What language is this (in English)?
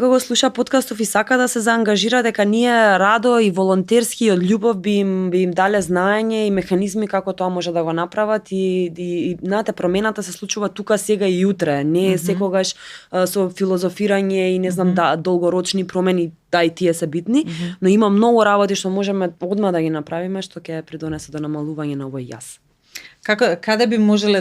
Macedonian